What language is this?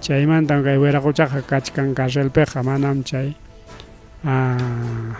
Ayacucho Quechua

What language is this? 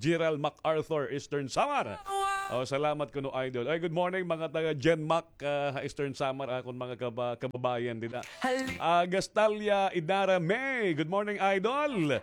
Waray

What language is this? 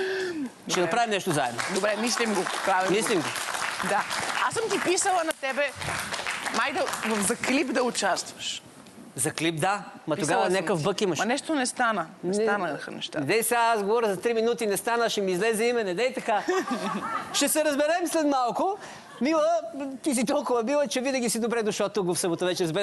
Bulgarian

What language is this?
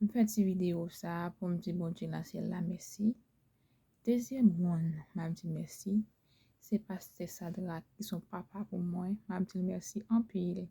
Haitian Creole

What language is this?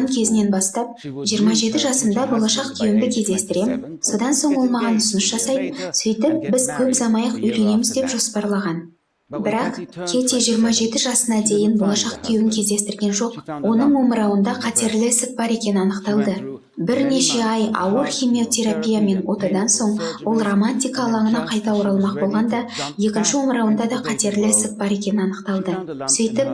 Kazakh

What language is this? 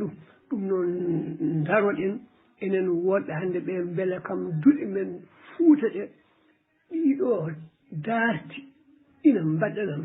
Fula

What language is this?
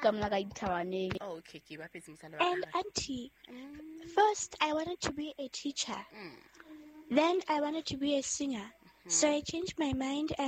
Southern Sotho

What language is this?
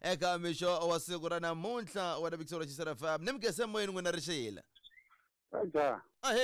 Tsonga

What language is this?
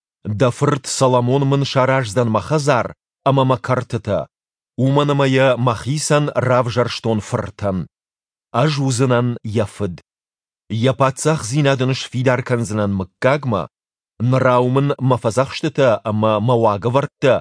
Ossetic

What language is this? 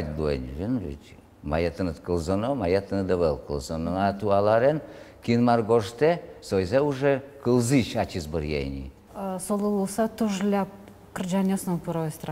Udmurt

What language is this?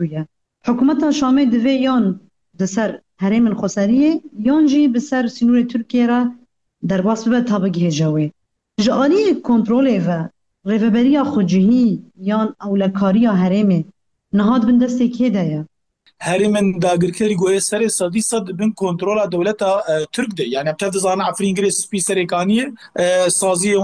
Kurdish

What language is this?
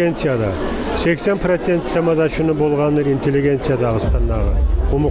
Kumyk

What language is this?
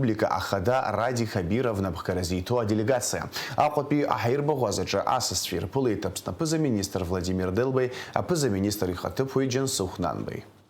Abkhazian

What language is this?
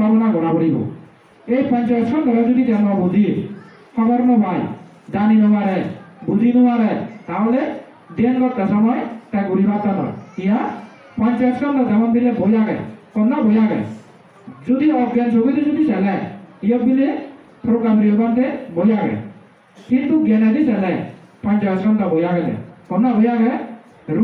Chakma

